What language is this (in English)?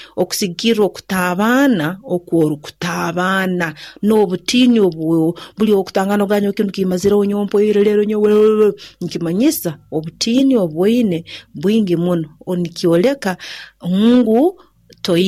Nyankole